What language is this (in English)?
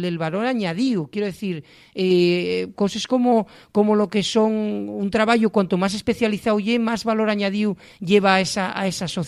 Asturian